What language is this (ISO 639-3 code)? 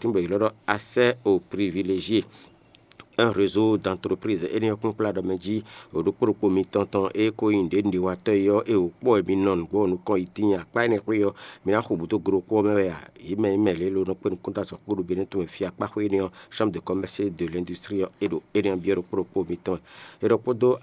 fon